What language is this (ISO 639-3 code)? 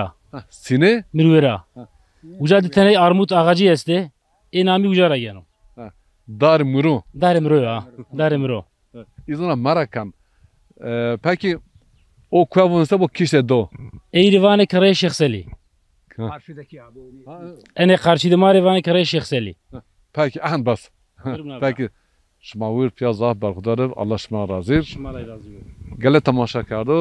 zza